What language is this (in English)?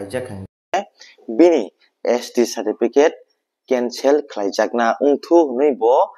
Kok Borok